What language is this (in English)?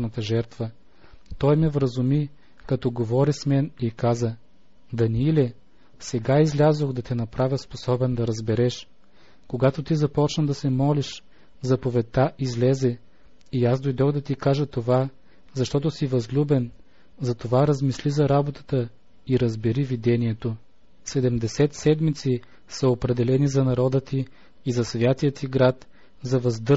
Bulgarian